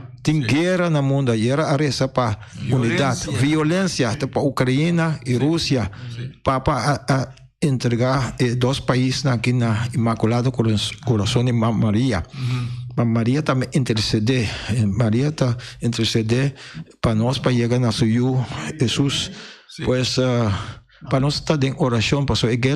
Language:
Papiamento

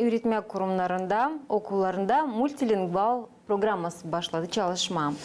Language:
Gagauz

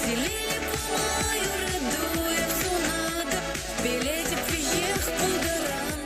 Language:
Chuvash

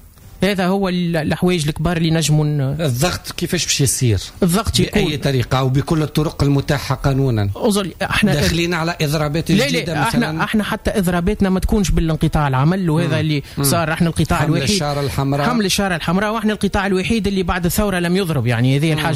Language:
Tunisian Arabic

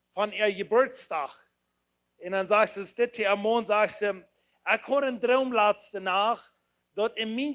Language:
Plautdietsch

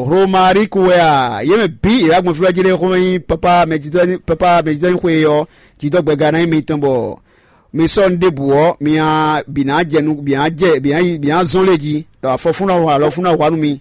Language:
Fon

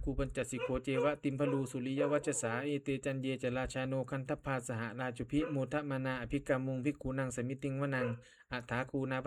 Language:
Pali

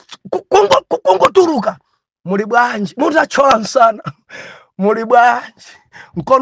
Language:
Nyanja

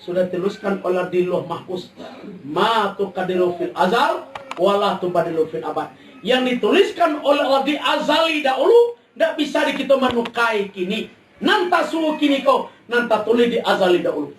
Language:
Minangkabau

